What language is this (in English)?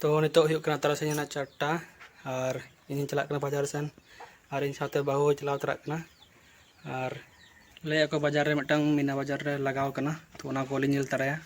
Santali